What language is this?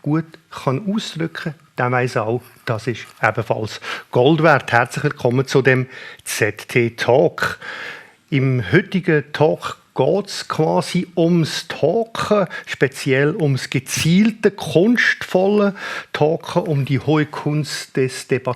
Swiss German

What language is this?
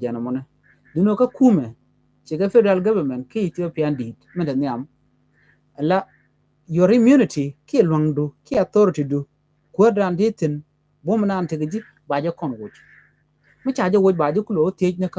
Nuer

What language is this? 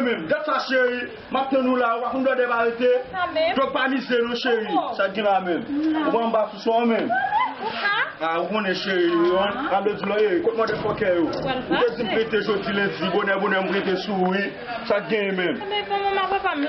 Haitian Creole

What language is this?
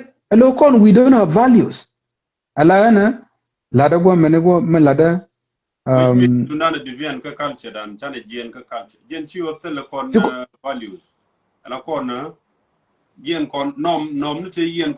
Nuer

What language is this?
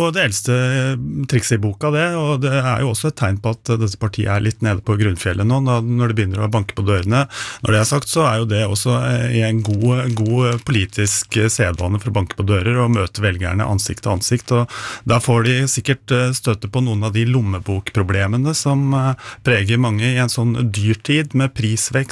Norwegian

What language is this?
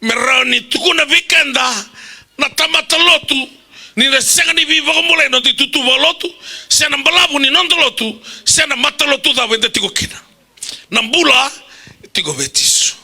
Fijian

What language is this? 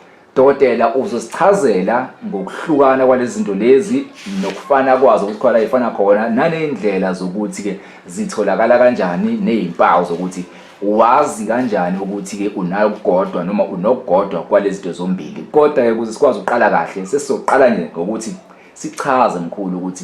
Zulu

